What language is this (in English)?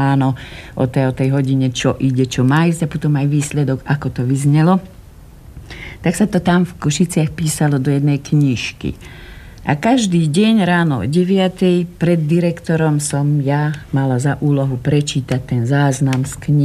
Slovak